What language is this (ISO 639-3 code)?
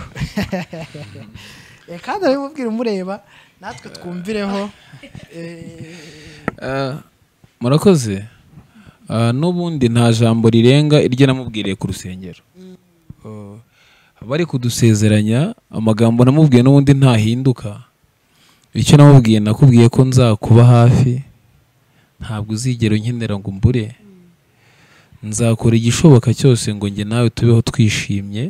kin